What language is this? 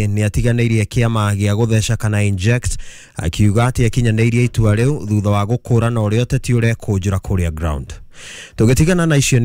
Kikuyu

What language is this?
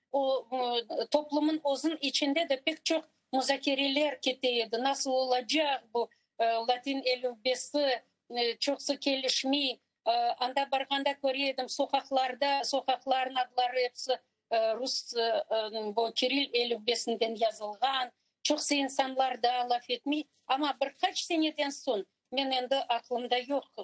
Crimean Tatar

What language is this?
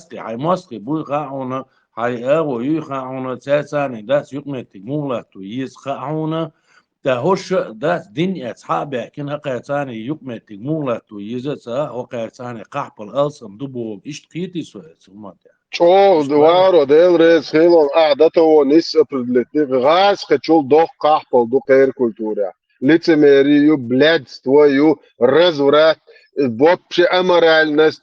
Chechen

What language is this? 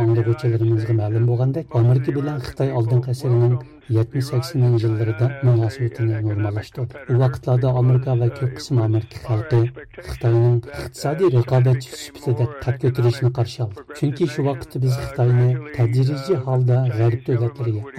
Uyghur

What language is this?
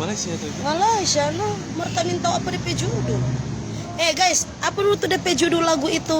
Manado Malay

